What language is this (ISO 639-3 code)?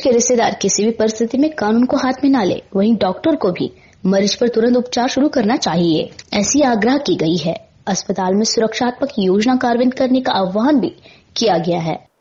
mar